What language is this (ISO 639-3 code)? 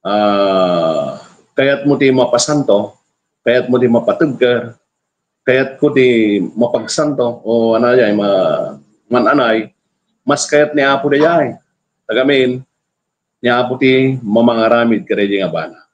ilo